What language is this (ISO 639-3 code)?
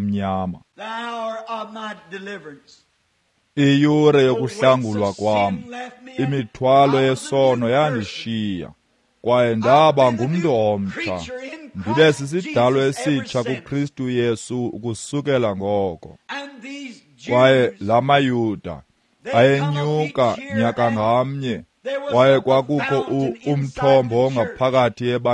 xho